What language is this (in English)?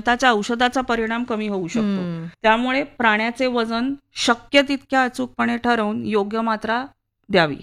Marathi